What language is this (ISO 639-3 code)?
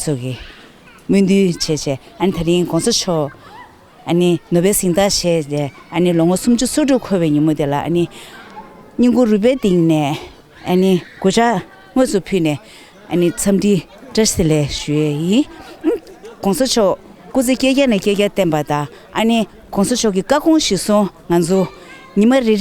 bod